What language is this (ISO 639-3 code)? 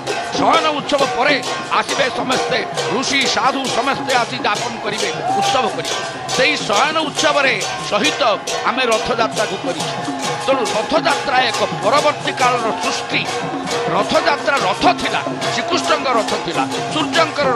ori